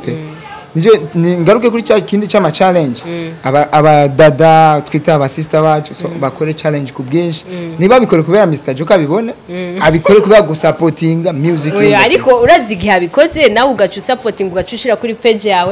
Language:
Rundi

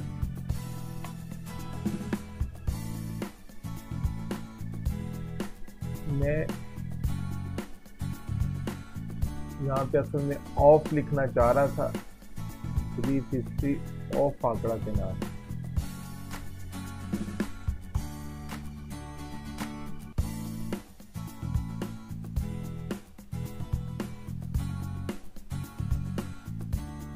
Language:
Hindi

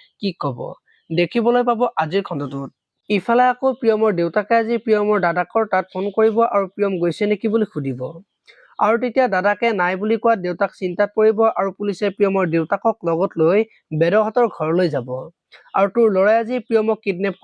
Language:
Assamese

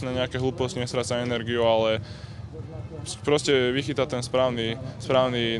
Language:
Slovak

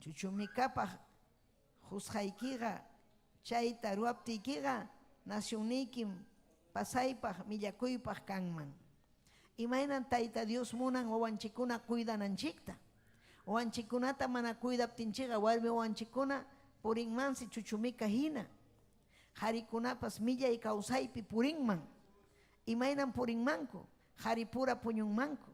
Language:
Ayacucho Quechua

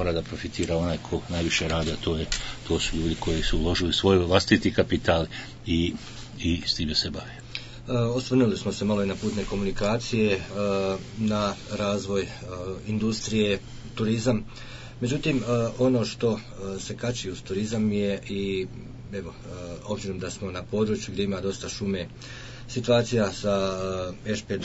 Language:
Bosnian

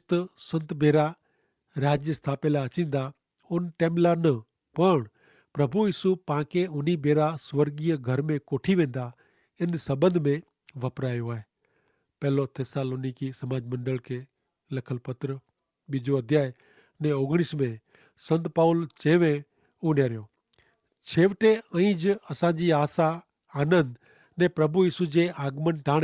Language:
Kachhi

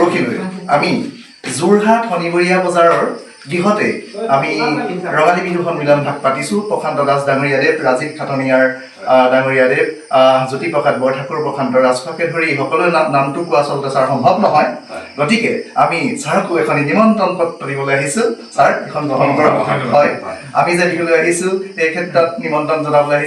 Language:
Assamese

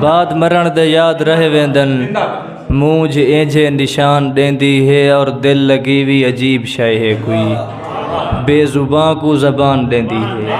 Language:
Saraiki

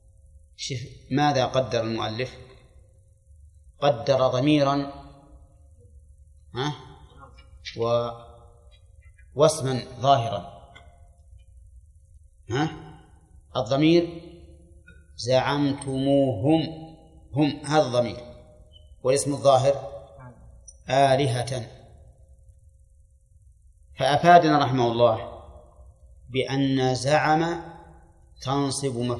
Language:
Arabic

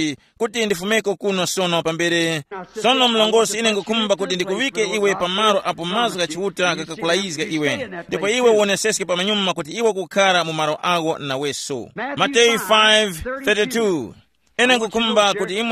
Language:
Tumbuka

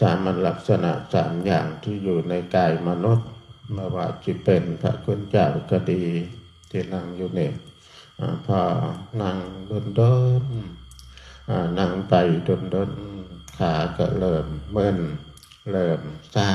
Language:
Northeastern Thai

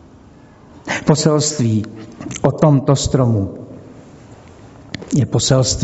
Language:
Czech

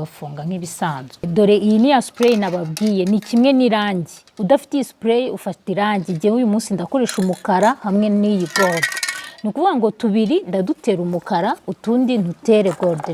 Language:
Kinyarwanda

